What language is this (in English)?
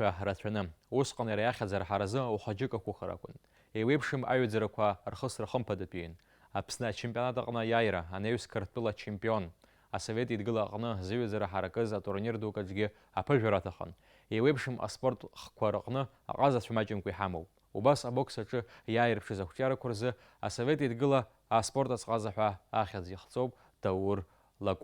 Abkhazian